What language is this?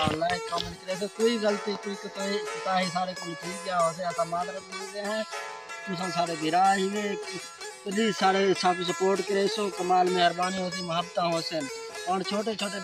Saraiki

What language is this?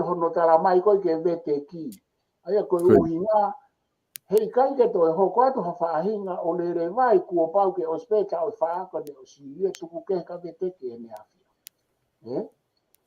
Tongan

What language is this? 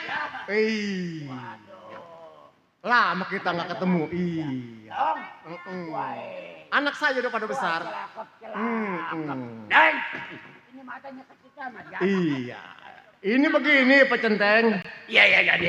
Betawi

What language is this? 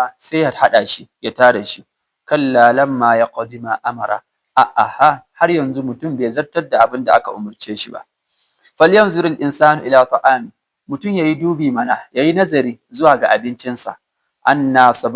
Hausa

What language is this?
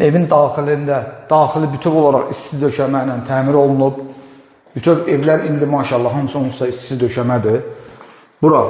Azerbaijani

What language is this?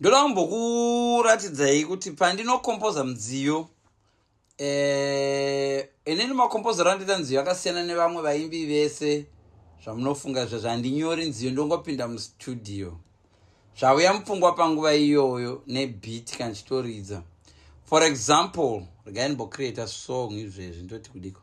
Shona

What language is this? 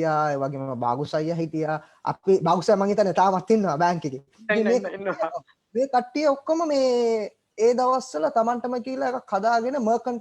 Sinhala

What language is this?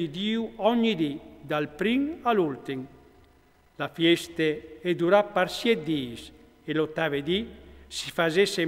Friulian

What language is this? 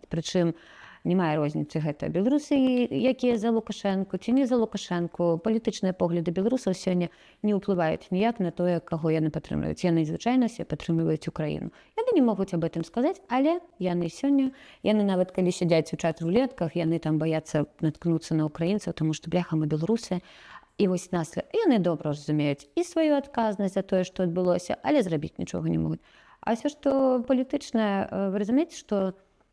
Belarusian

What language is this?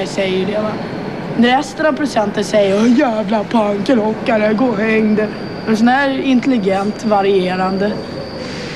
Swedish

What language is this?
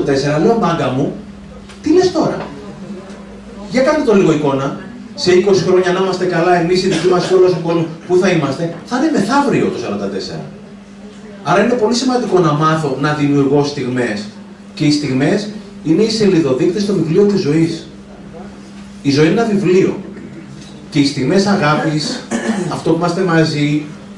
Greek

